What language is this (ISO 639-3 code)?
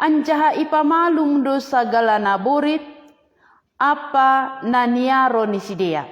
bts